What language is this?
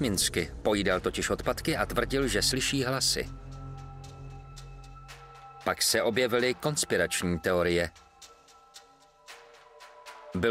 Czech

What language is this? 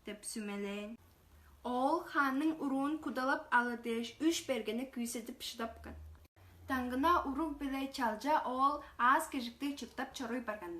Tuvinian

